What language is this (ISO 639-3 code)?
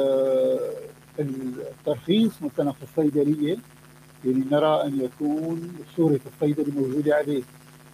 ara